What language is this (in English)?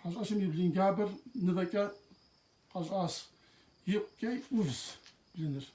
Kabardian